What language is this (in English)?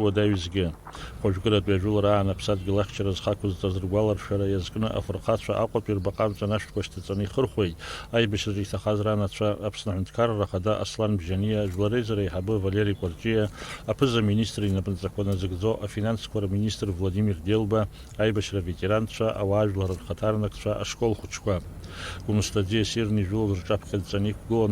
Abkhazian